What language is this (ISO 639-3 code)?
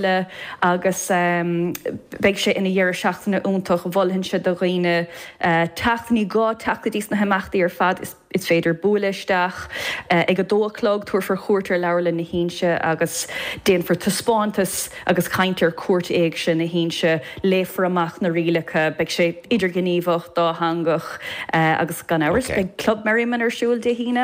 gle